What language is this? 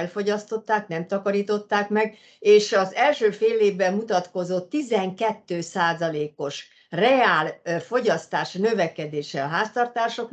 Hungarian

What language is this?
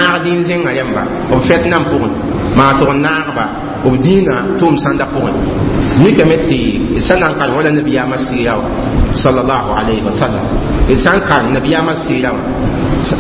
Mossi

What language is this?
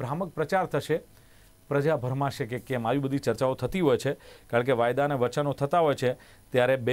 Gujarati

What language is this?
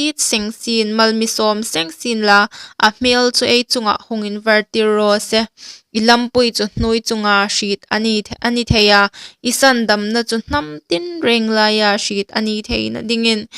Hmar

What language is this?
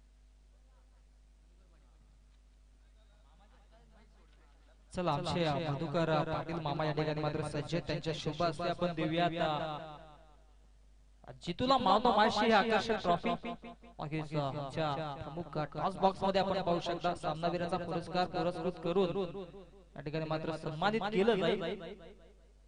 Marathi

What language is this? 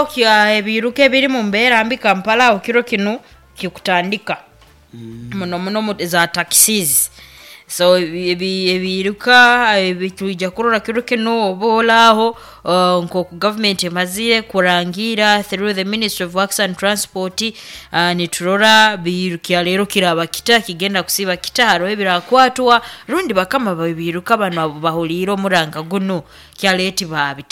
Nyoro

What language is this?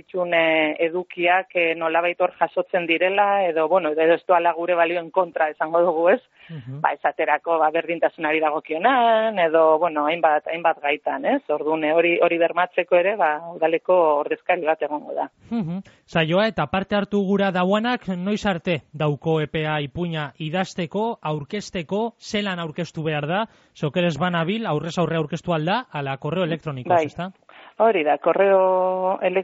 Basque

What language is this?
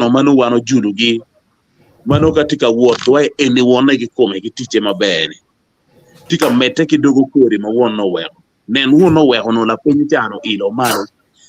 Acoli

